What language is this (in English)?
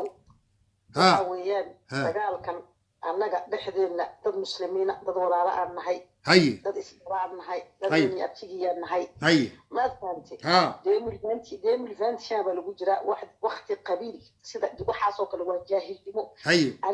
Somali